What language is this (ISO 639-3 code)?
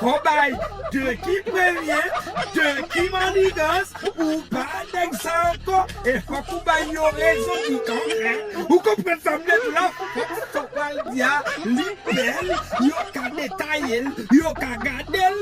hat